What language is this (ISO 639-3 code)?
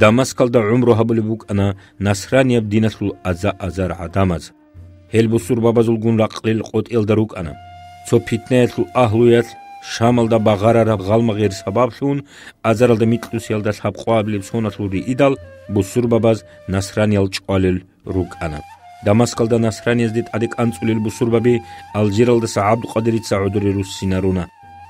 ava